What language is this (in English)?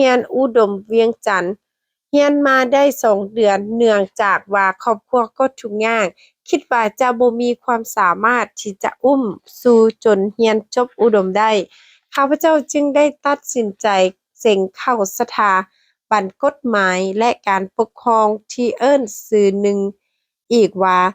Lao